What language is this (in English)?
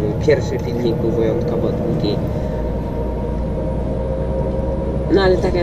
Polish